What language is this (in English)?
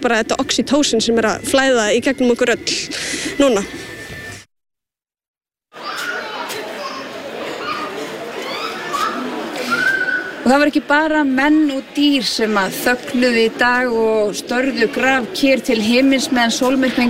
Icelandic